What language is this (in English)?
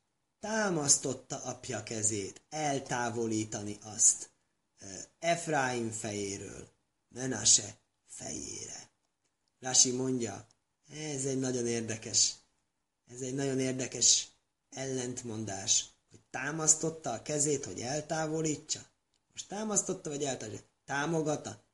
Hungarian